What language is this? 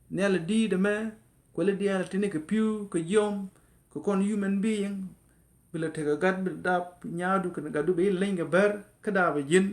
Nuer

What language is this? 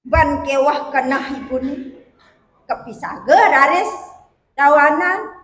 Balinese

